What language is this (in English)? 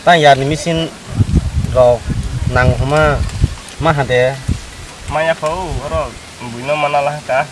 Kok Borok